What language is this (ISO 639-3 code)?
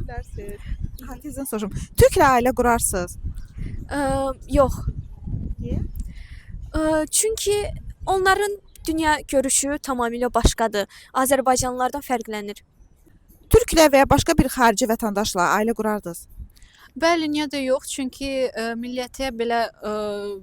aze